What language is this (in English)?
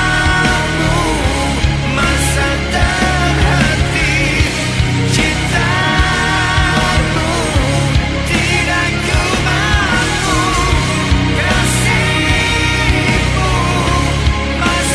Malay